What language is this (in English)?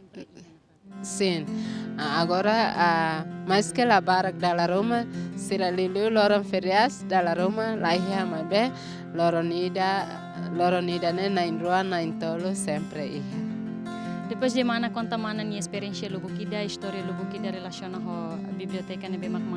Tetum